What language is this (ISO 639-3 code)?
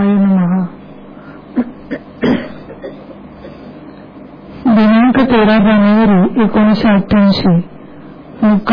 mar